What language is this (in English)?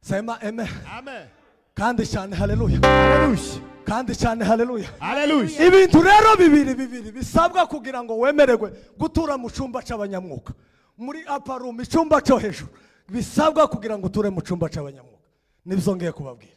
Kinyarwanda